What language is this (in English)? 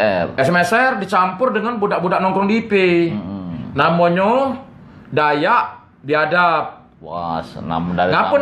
Musi